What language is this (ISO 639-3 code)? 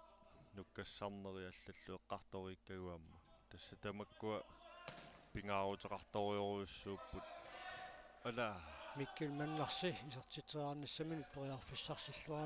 kal